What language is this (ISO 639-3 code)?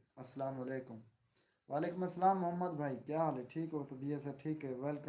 skr